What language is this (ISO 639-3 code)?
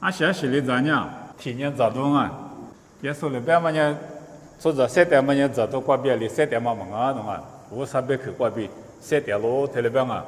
lis